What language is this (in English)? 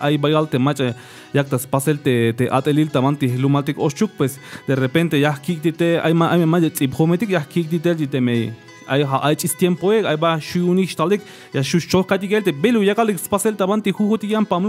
Tzeltal